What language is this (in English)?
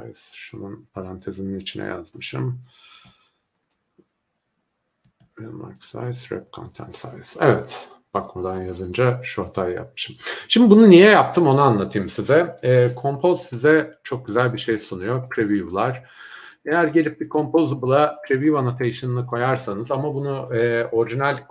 Turkish